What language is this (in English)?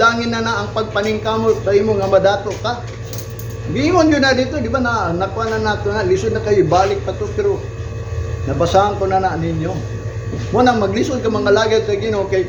Cebuano